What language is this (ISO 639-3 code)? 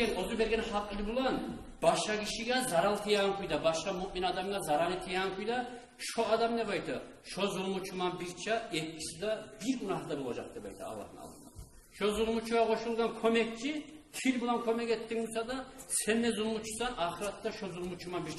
kum